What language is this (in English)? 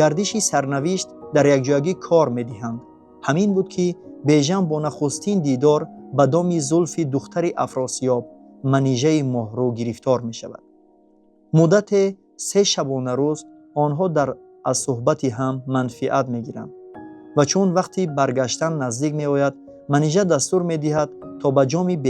Tajik